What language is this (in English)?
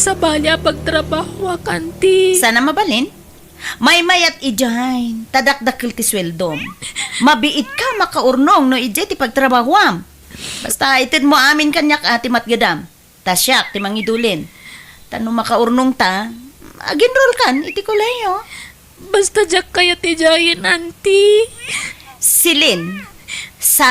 Iloko